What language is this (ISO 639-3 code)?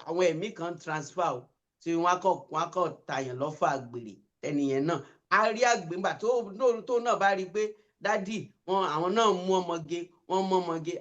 yor